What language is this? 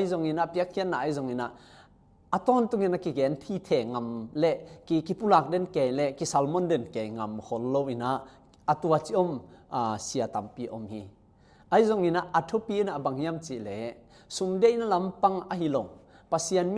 Tedim Chin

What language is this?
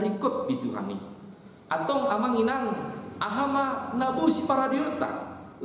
Batak Toba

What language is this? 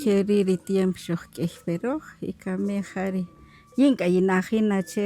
Kaqchikel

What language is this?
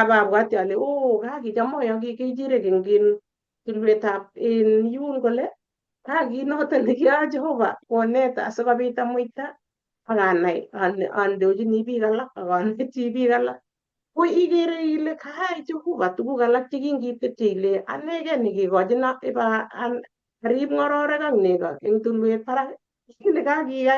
Kalenjin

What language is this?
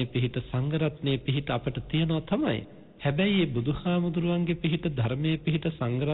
Sinhala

